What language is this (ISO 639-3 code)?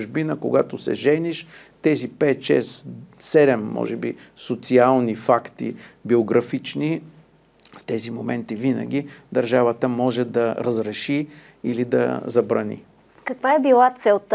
bul